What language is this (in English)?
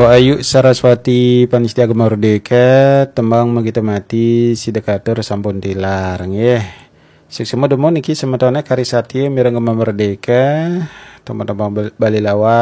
Balinese